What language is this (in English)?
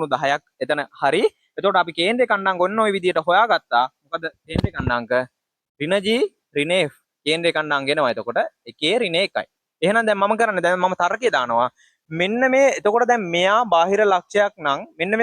Sinhala